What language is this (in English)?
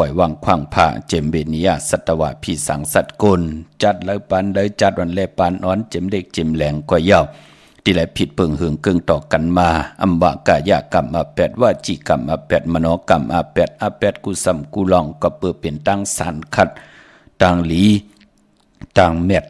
Shan